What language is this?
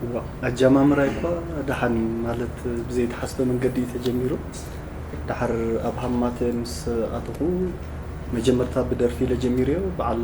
Tigrinya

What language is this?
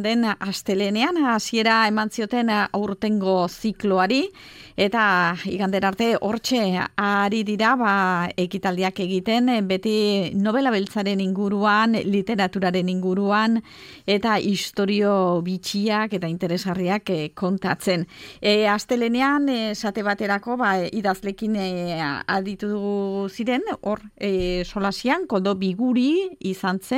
Basque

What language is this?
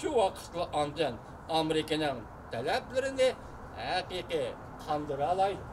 Uyghur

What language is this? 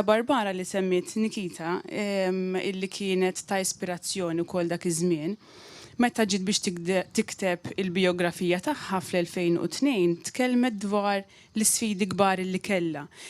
Maltese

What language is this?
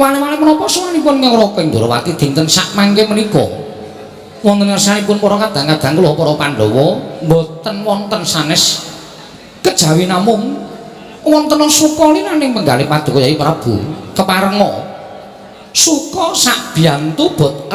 Javanese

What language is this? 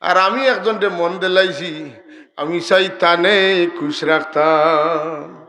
Sylheti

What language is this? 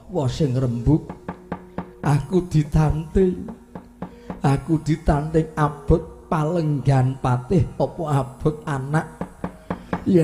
Javanese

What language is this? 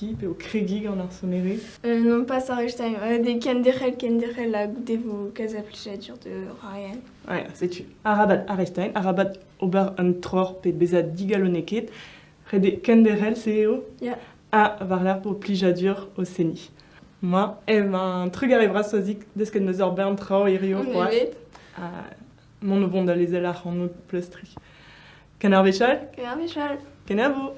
Breton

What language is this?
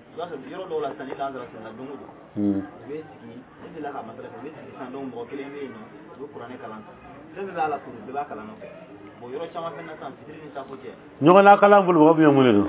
Dyula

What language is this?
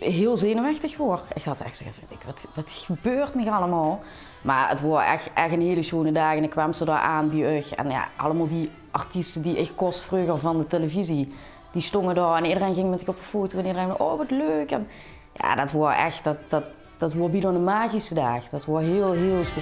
Limburgish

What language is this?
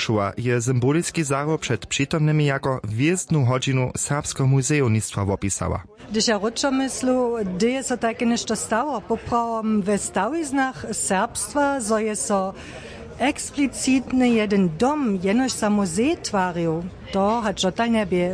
Upper Sorbian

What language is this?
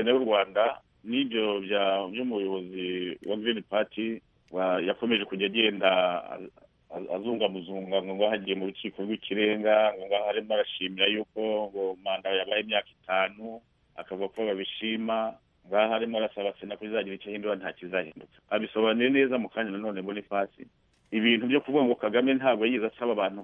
Kinyarwanda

